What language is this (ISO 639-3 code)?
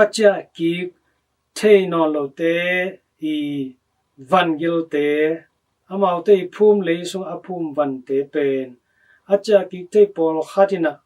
ctd